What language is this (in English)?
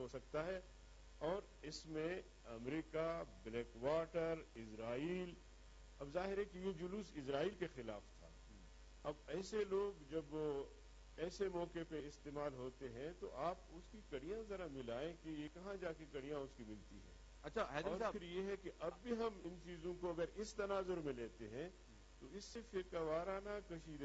Urdu